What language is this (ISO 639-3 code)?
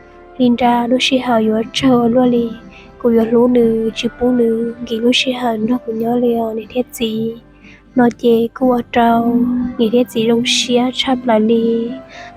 hmn